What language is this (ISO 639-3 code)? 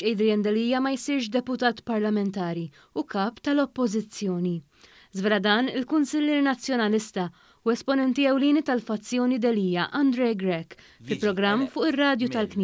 mlt